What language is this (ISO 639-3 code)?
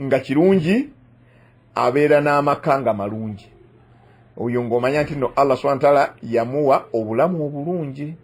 lug